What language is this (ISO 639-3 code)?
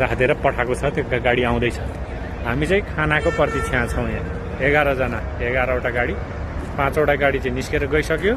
nep